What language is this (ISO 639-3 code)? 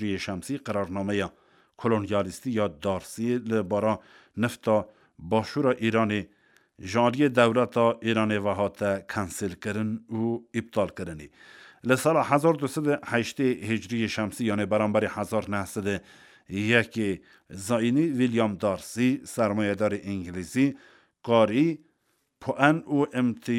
kur